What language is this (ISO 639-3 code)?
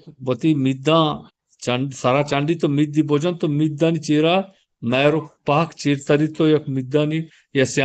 bgp